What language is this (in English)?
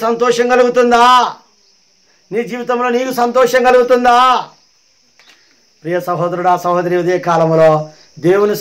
Telugu